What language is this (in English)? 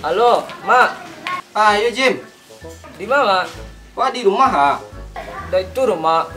Minangkabau